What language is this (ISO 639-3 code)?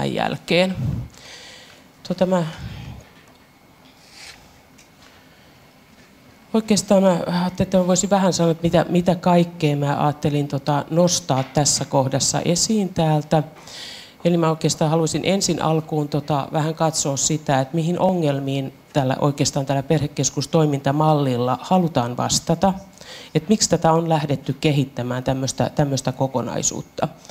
fin